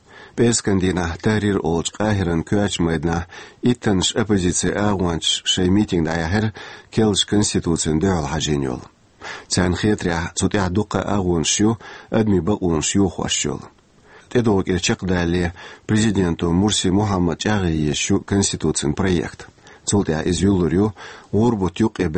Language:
Chechen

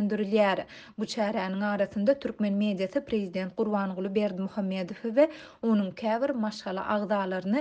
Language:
Turkmen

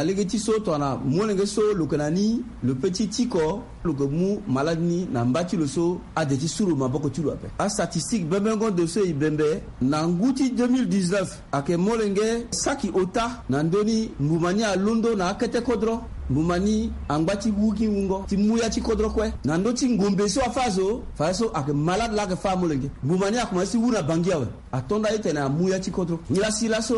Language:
Sango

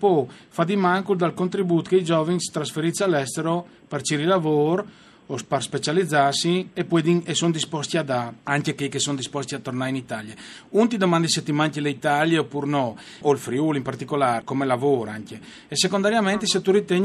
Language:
Friulian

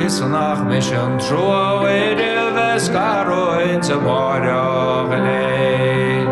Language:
Irish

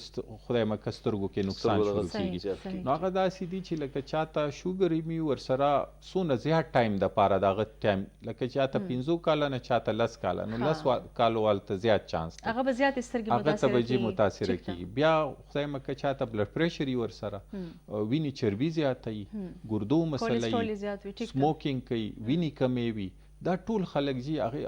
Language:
Pashto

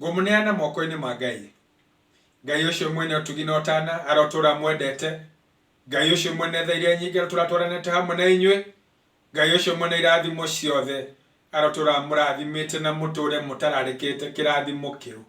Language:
Kikuyu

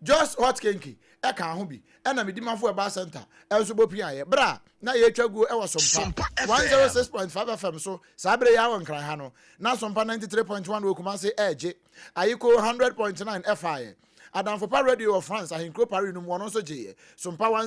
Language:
Akan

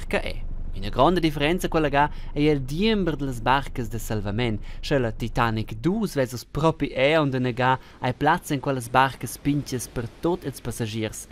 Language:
Romansh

